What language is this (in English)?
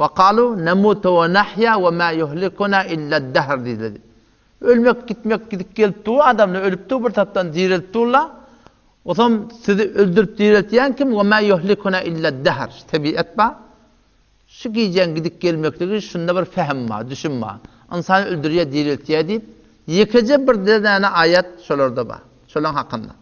Turkmen